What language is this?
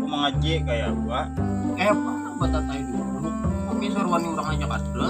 Banjar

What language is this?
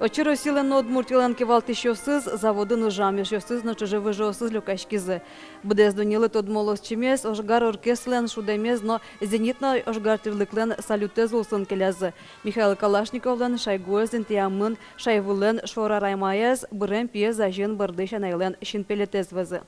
Udmurt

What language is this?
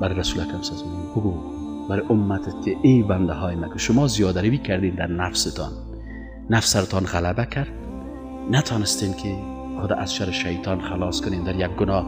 Persian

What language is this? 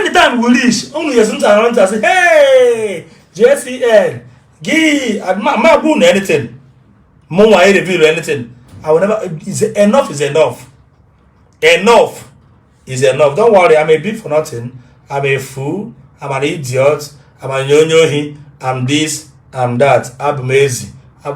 Igbo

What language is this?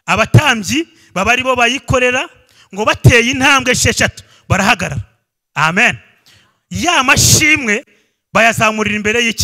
Kinyarwanda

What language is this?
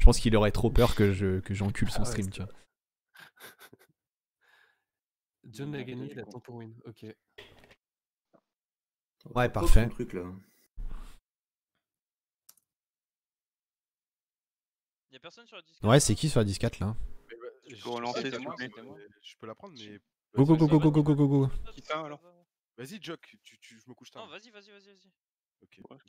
French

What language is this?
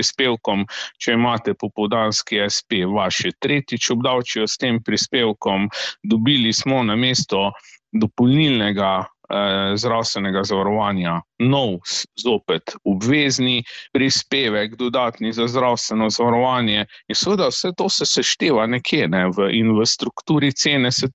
Slovenian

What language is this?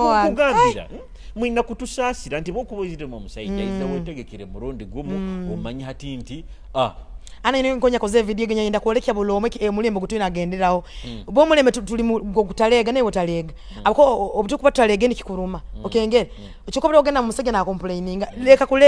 Nyoro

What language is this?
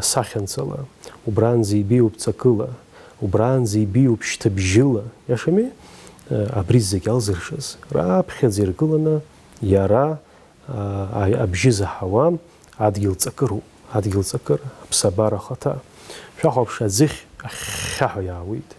Abkhazian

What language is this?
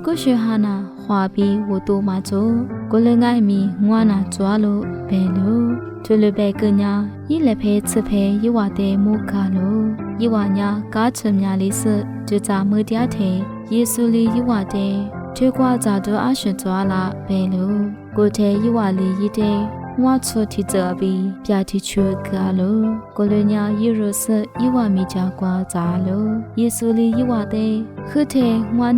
Lisu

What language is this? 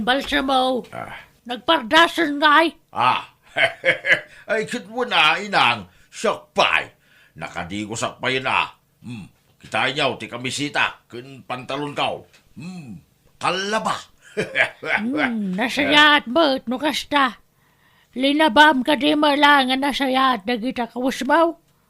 Iloko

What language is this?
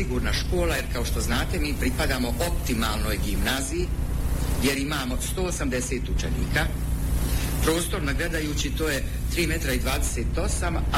Bosnian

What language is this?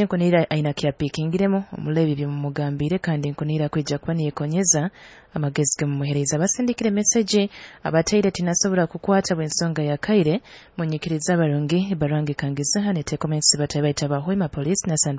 Nyoro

